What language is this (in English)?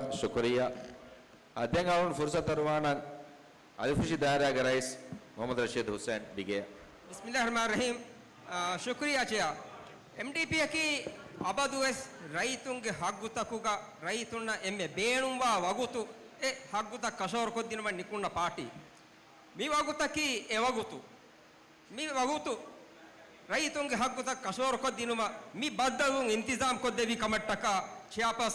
Divehi